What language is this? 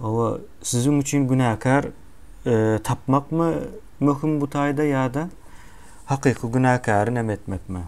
Turkmen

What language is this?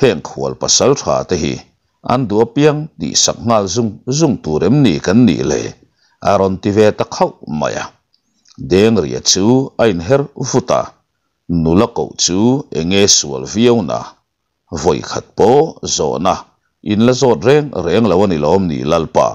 Mizo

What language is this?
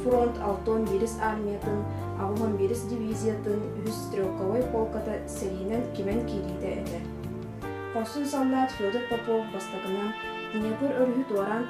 Yakut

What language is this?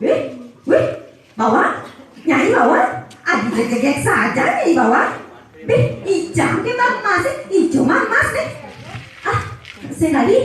Balinese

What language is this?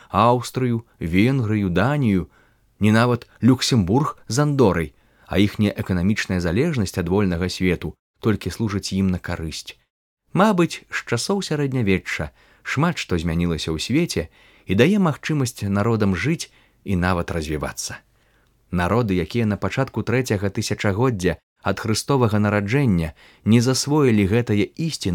Belarusian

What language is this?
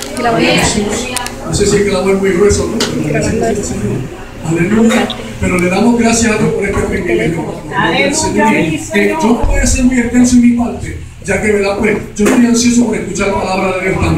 Spanish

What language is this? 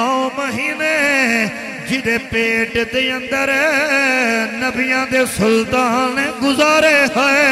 Western Panjabi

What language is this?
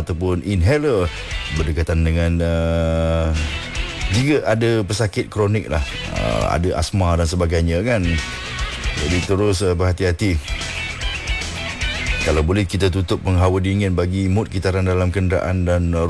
Malay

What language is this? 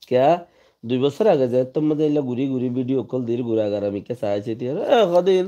Rohingya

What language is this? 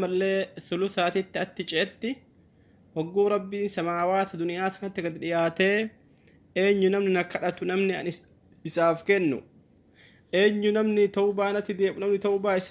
Oromo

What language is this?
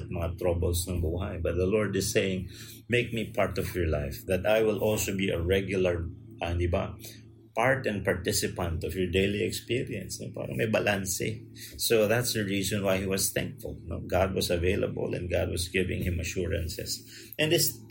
Filipino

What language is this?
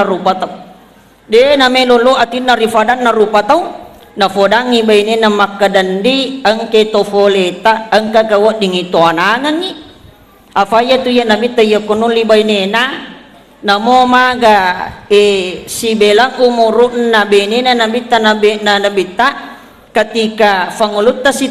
Buginese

